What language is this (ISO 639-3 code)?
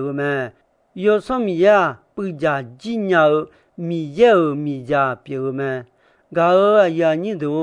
ahk